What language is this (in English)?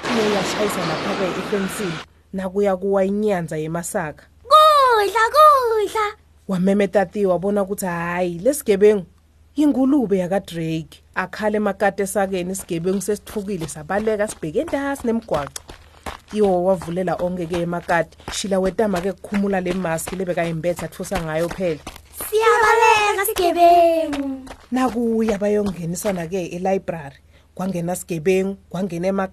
Swati